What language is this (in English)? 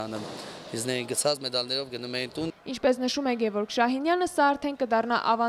Armenian